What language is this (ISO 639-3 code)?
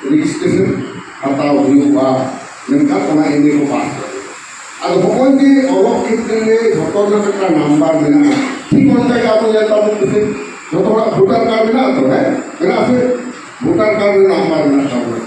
sat